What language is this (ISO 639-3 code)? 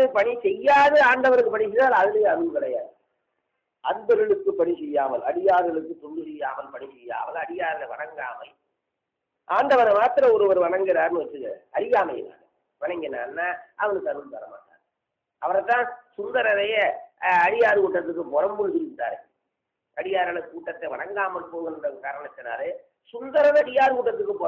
tam